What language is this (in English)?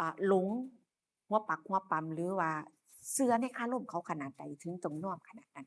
Lao